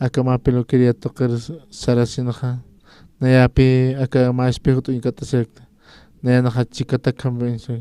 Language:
Aymara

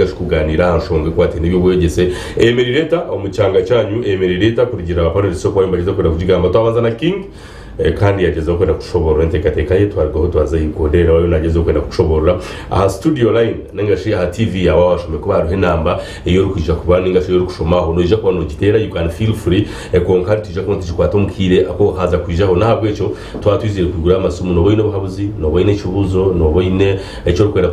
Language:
Nyankole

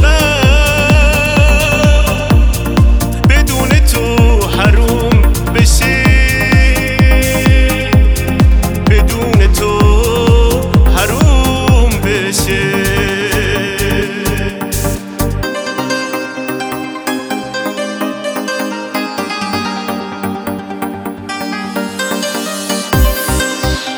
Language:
Persian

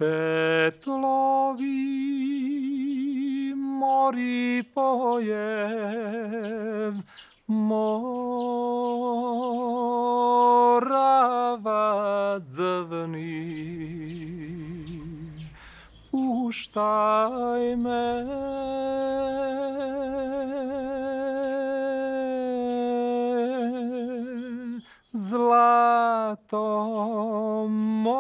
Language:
Serbian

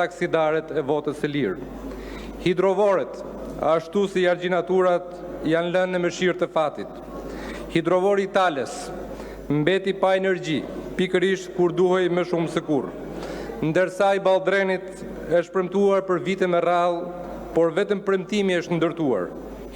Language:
Albanian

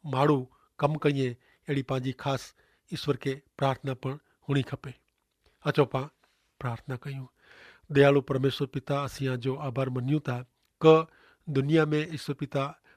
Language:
Kachhi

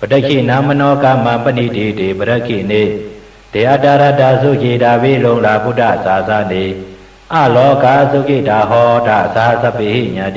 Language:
Shan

